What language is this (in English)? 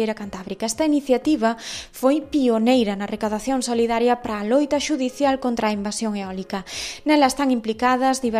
Galician